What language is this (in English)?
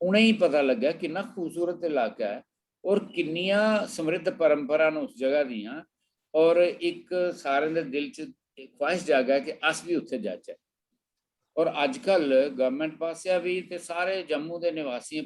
Dogri